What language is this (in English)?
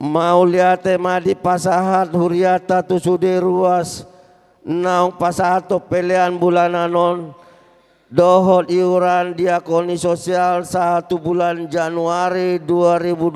Batak Toba